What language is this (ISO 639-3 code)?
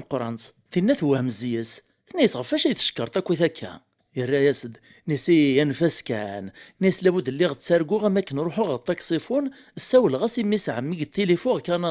kab